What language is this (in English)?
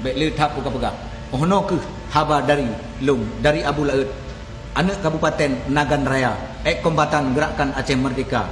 Achinese